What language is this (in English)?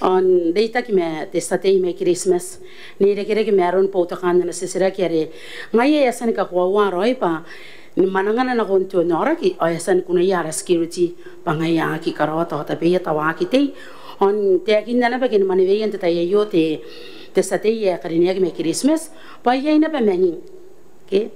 Gilbertese